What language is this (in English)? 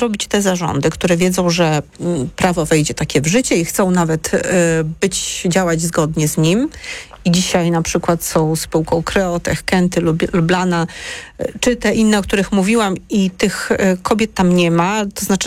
Polish